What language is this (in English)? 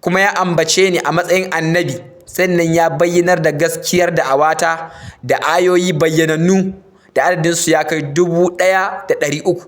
Hausa